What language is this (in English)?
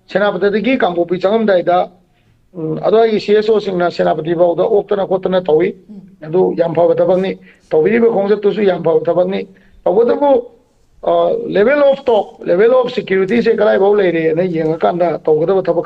Manipuri